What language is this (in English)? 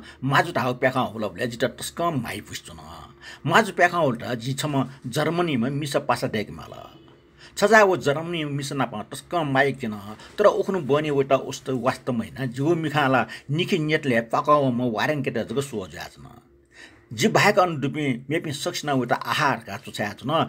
Newari